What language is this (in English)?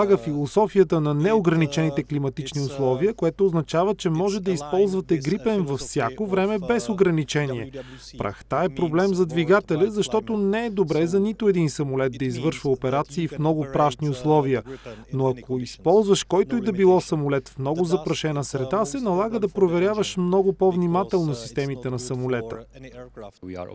Bulgarian